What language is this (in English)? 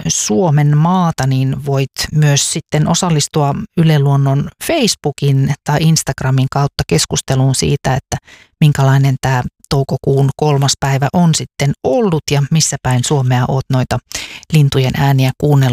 Finnish